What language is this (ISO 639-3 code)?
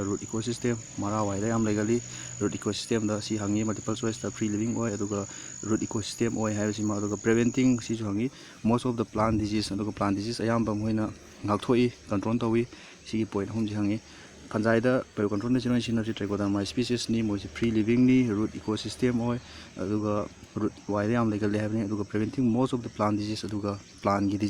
mni